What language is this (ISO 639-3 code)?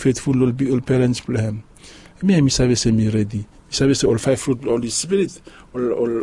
bis